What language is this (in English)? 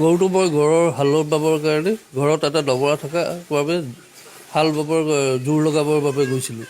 Assamese